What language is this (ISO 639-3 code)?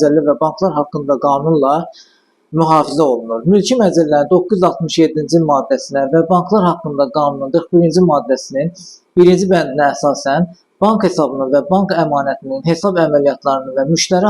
aze